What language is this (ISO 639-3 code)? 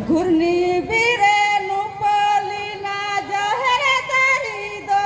sat